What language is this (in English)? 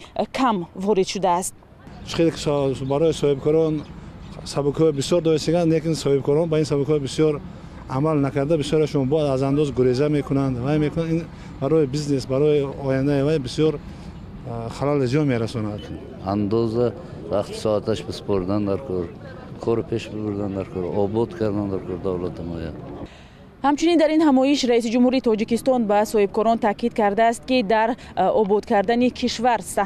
Tajik